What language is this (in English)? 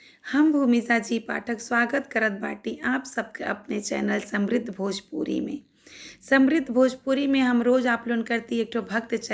Bhojpuri